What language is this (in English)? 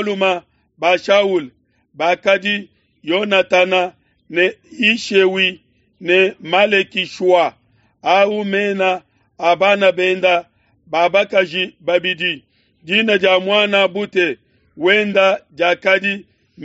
Luba-Lulua